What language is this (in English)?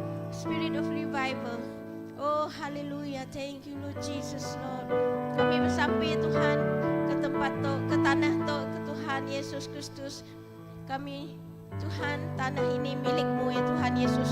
Iban